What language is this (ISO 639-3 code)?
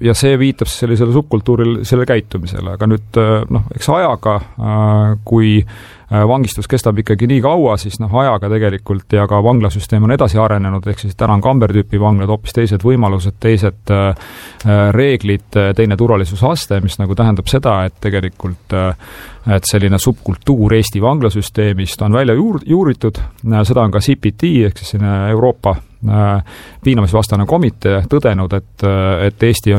est